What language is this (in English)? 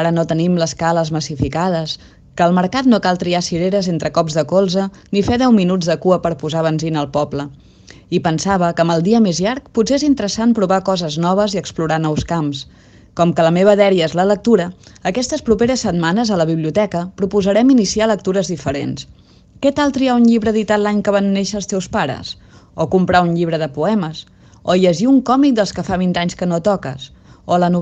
Catalan